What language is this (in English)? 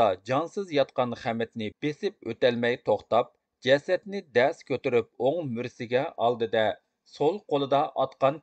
Uyghur